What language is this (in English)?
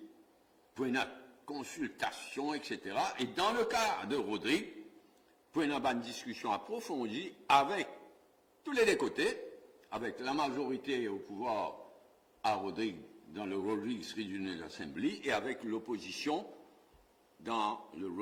Morisyen